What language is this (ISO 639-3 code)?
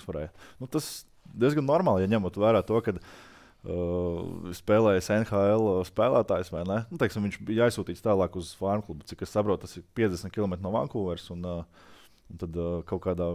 lav